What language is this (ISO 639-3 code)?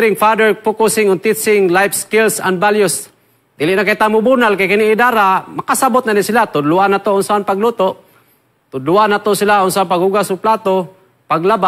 ceb